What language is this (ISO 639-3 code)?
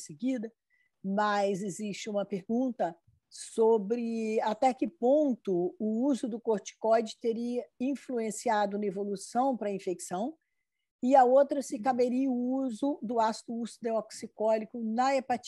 por